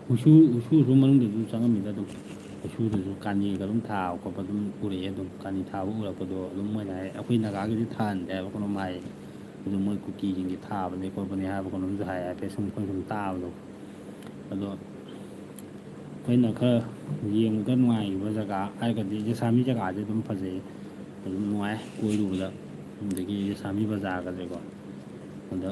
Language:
Manipuri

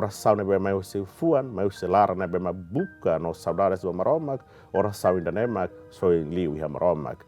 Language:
Tetum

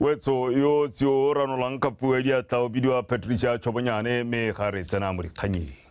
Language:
Tswana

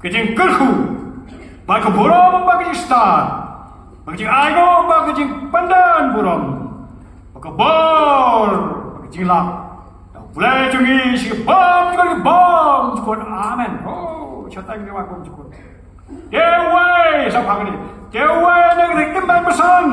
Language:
Khasi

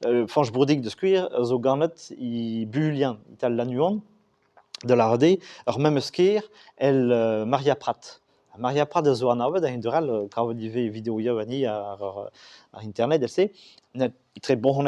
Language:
Breton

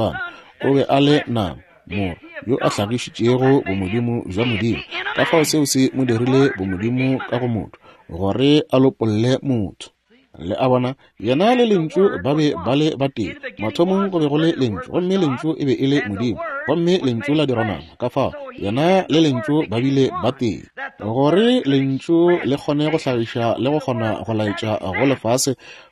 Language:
Northern Sotho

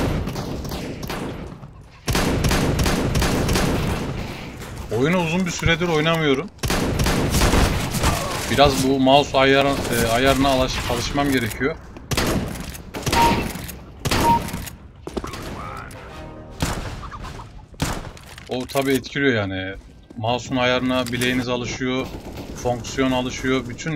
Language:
Turkish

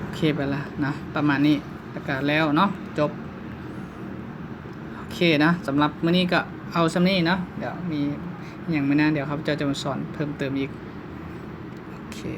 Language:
Lao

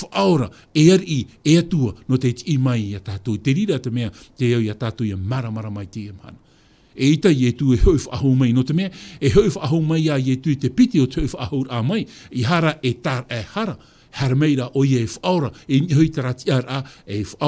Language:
Tahitian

